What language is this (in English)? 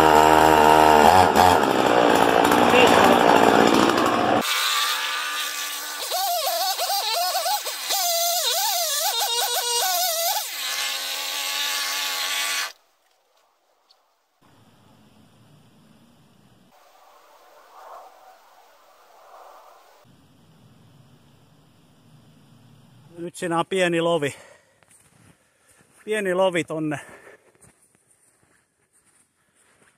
Finnish